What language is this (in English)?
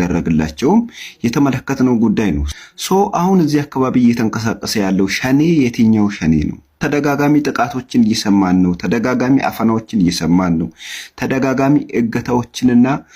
Amharic